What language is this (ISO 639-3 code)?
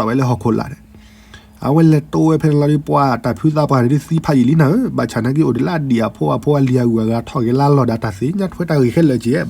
ksw